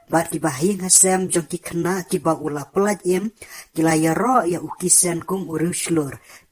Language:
Khasi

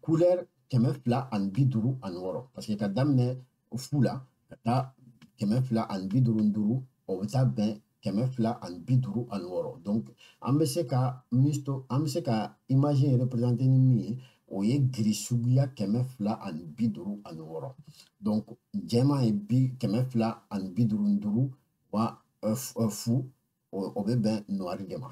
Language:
Bambara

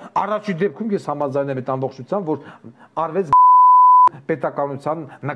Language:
Armenian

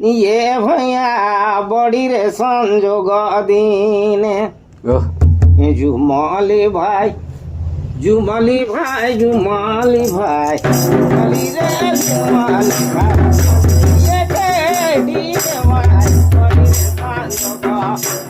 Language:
Sadri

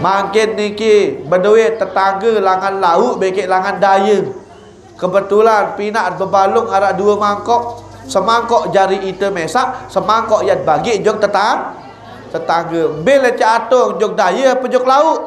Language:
Sasak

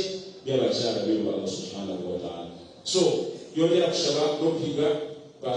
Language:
Nyankole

